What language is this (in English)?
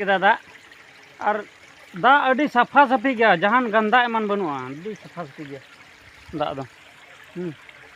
Santali